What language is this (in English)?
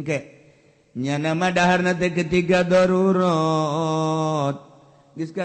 Sundanese